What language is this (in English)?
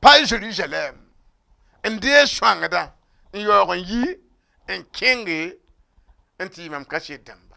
Mossi